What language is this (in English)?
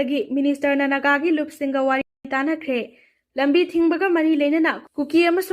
Manipuri